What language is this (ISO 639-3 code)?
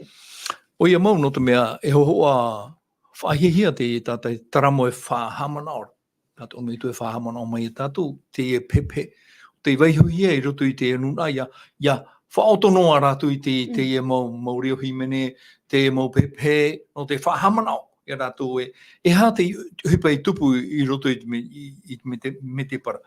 tah